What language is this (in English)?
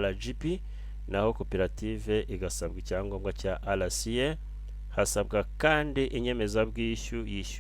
Kinyarwanda